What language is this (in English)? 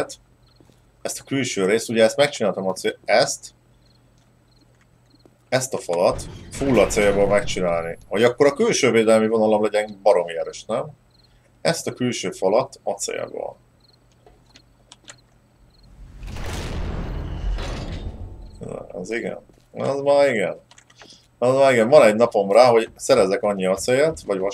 Hungarian